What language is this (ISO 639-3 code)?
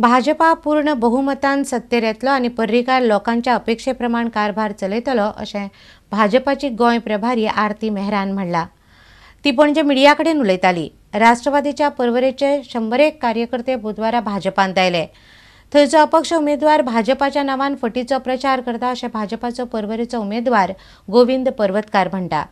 kok